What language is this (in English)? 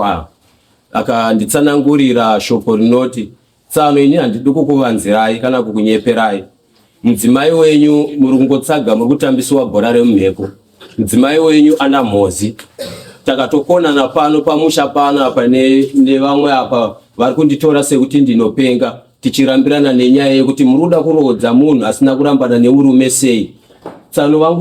Shona